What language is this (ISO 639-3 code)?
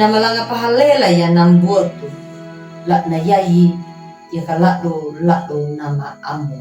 akg